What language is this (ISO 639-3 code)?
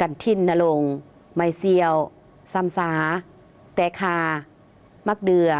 lao